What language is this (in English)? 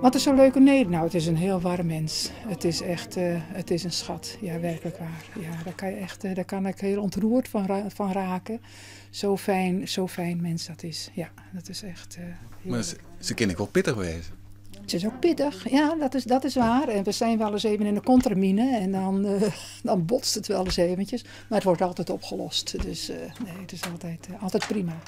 Western Frisian